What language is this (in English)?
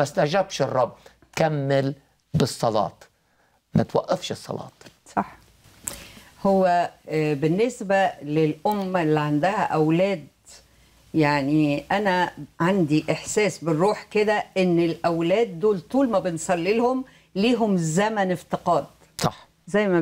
Egyptian Arabic